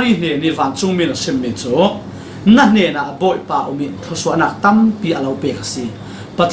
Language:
Falam Chin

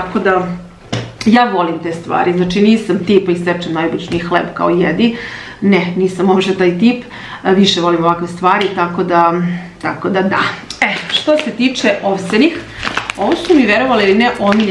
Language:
Serbian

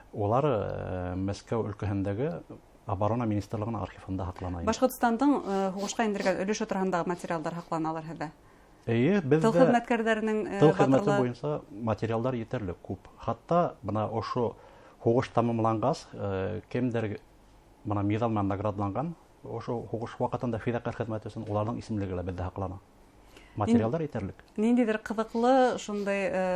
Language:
Bashkir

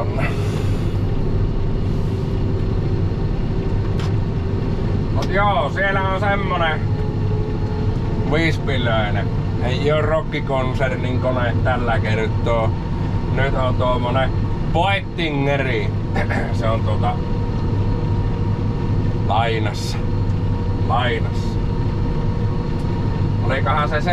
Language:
Finnish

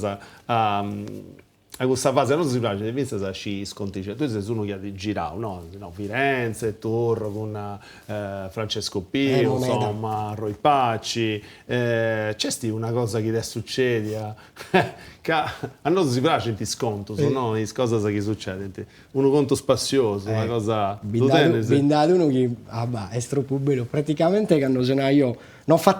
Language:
Sardinian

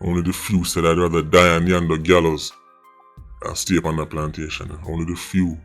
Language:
Jamaican Creole English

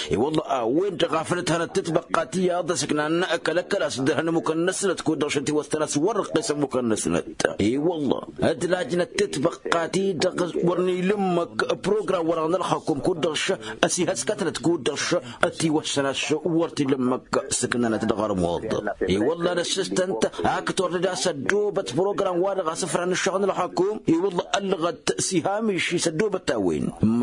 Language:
Tamasheq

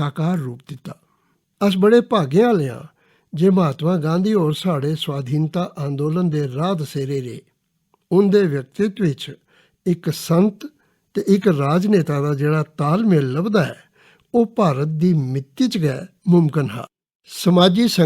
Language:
Dogri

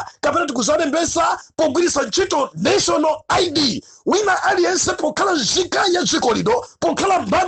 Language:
Nyanja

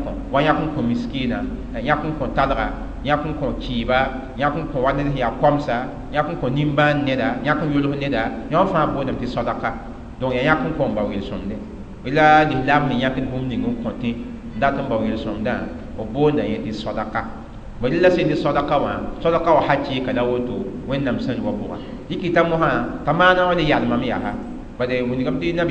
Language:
Mossi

